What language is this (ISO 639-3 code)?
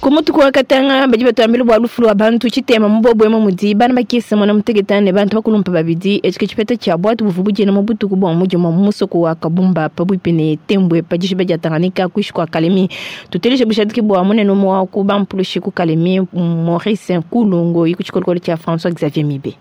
lua